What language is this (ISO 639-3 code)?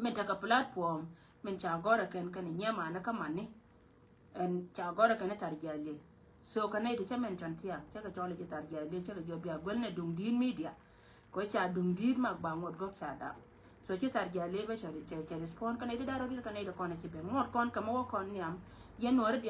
nus